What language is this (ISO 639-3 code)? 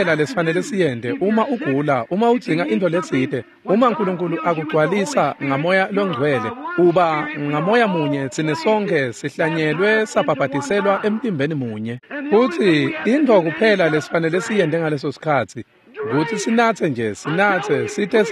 ssw